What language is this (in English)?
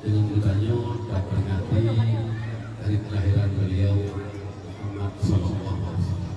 Achinese